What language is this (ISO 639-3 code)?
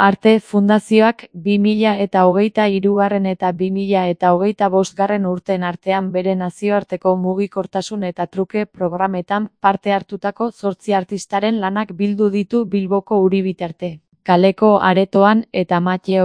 eus